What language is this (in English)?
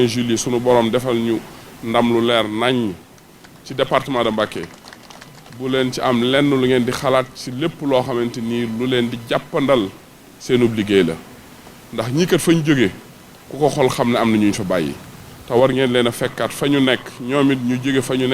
Wolof